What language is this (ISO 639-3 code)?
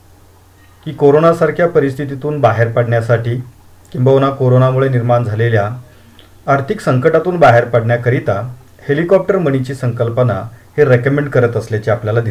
mar